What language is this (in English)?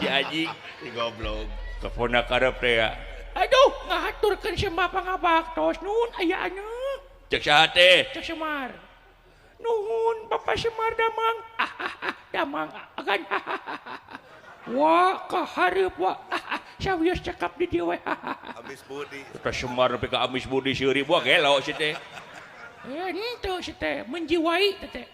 Sundanese